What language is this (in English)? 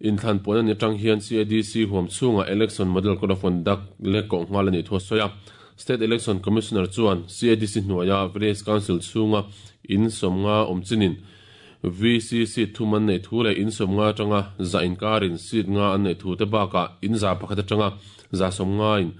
Mizo